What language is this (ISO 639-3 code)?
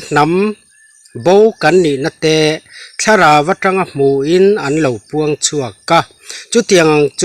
lus